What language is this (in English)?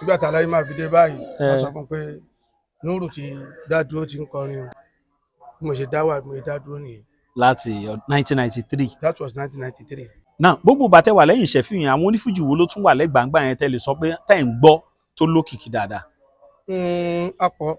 Yoruba